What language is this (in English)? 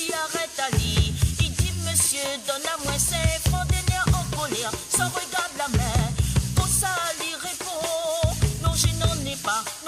Morisyen